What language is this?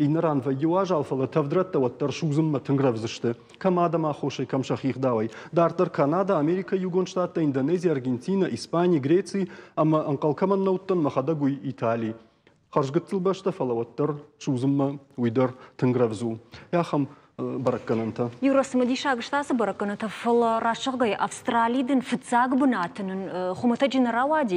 Ossetic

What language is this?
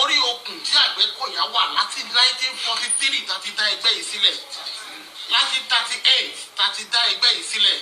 Yoruba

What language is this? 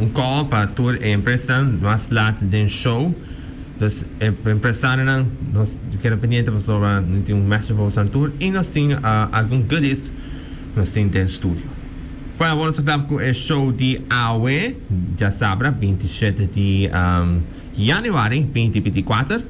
Papiamento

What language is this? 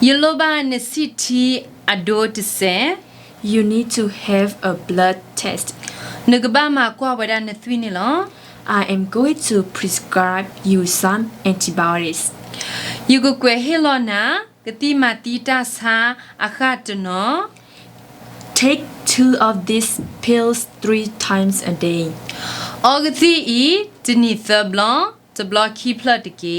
S'gaw Karen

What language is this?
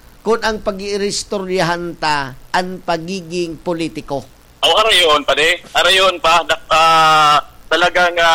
Bikol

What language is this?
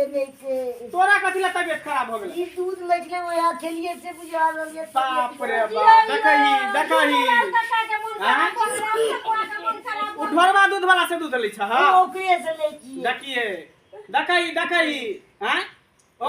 Maithili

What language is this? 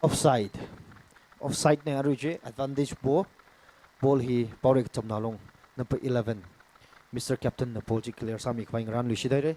Tangkhul Naga (India)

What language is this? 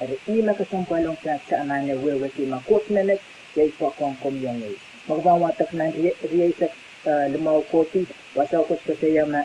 Pohnpeian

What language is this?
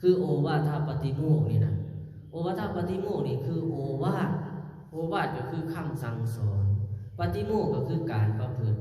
Lao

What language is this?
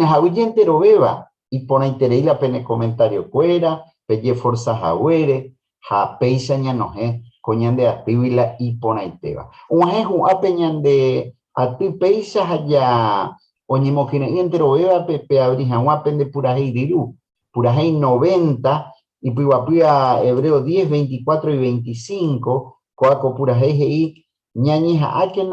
Guarani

